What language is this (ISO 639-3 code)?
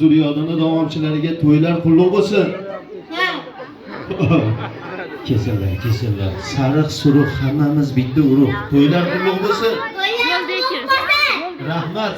uzb